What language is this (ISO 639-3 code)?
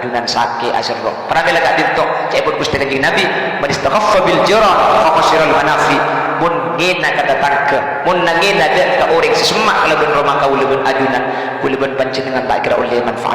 mad